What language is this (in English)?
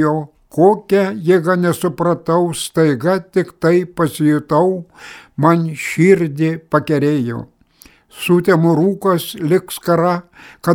Lithuanian